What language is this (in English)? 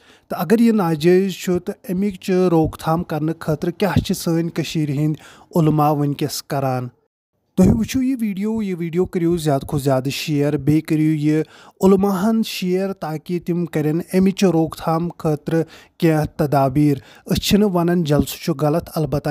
Kashmiri